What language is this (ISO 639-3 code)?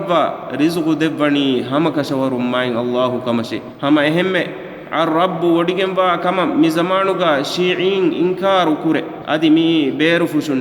div